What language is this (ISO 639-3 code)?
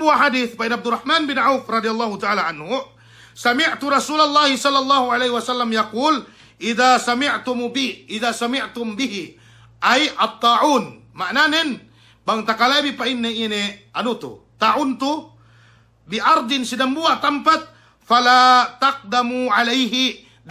yka